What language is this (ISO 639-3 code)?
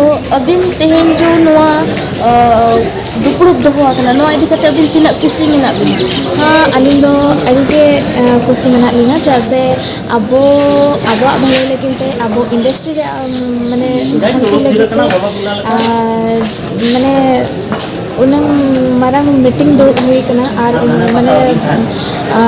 sat